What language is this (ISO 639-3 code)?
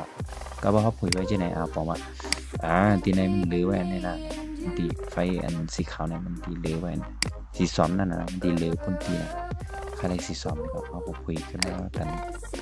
shn